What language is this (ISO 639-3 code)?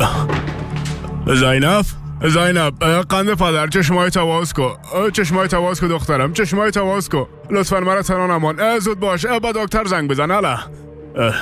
fas